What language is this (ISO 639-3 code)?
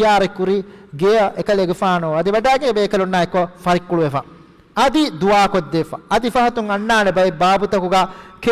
div